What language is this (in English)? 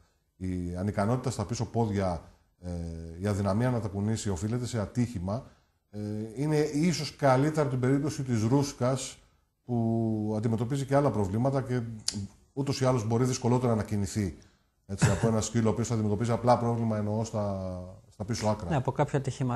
Greek